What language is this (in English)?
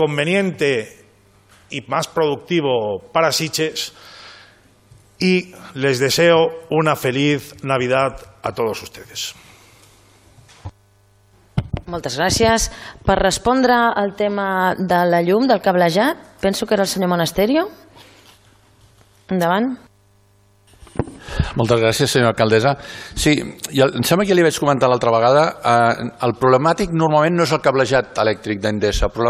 Catalan